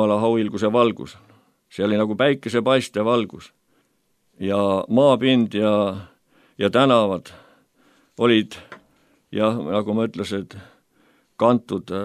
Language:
Estonian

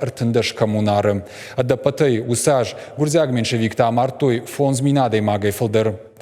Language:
Ossetic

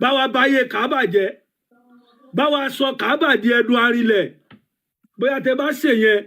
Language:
Yoruba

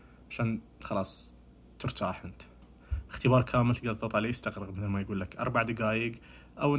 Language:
Najdi Arabic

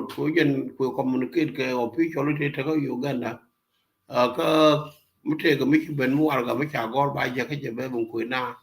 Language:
Nuer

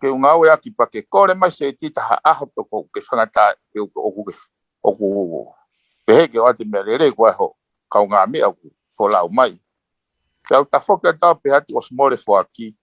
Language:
Tongan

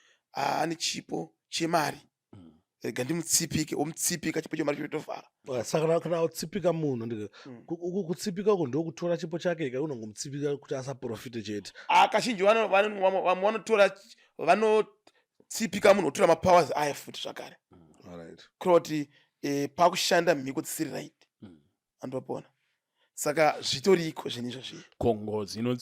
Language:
Shona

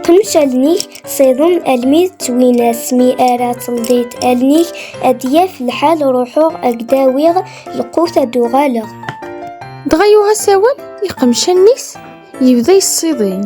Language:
Kabyle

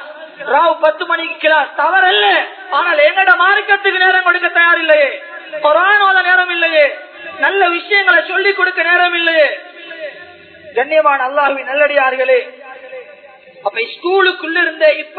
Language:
Tamil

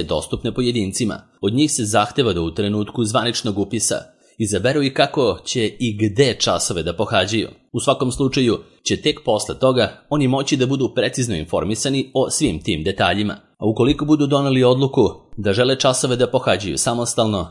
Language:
Serbian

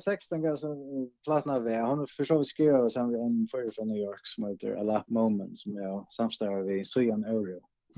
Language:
Faroese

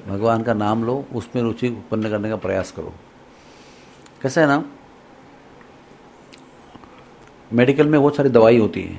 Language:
Hindi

